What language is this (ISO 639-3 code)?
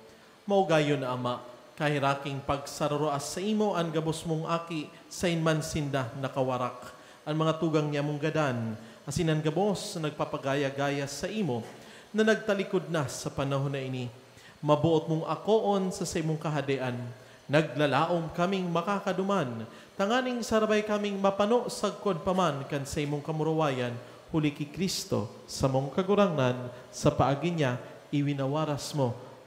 bik